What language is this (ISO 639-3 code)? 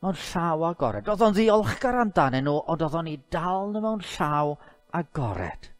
cym